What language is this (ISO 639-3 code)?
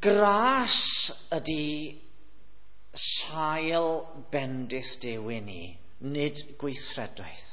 cym